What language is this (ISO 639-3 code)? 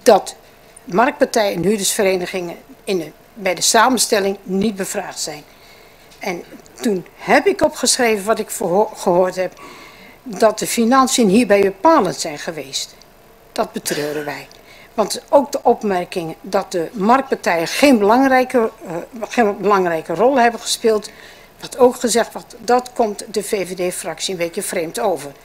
nld